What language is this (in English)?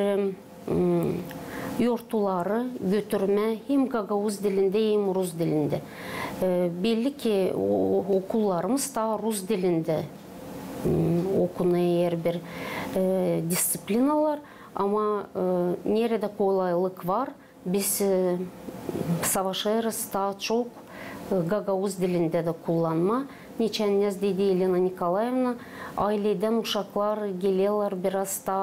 Gagauz